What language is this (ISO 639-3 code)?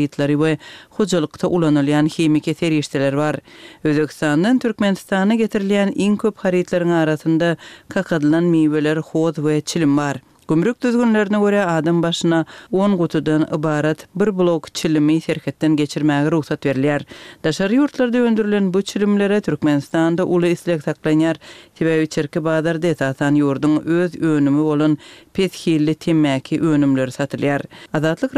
tuk